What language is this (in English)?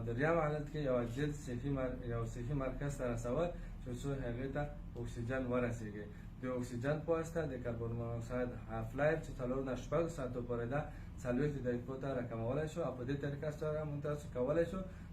Pashto